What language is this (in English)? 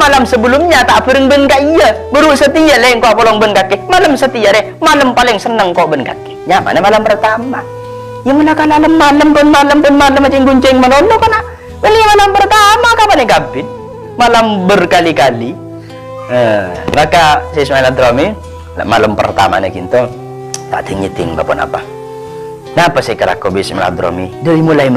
Madurese